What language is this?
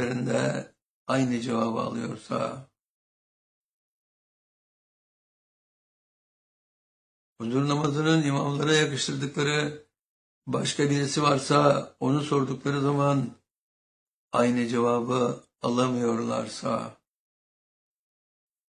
Turkish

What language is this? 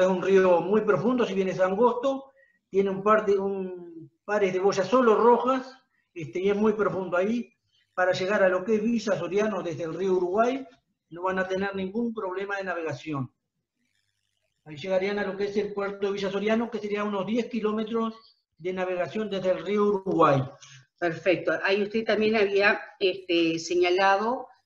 Spanish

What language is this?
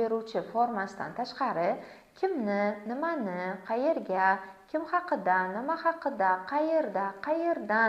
Uzbek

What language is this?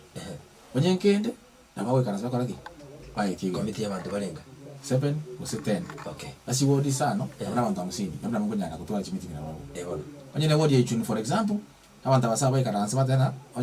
Gusii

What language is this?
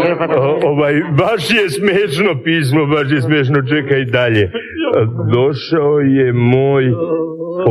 Serbian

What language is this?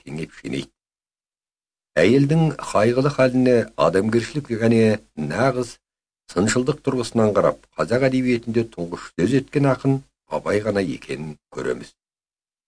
Kazakh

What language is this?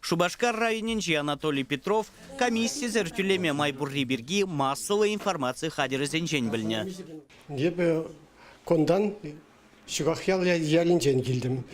Chuvash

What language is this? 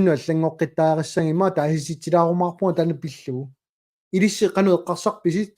Kalaallisut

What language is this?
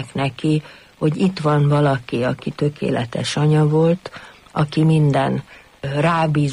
Hungarian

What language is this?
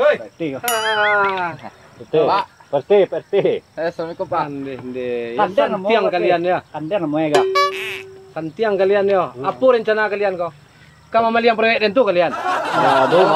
Minangkabau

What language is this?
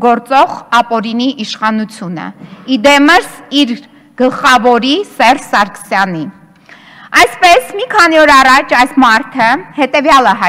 Armenian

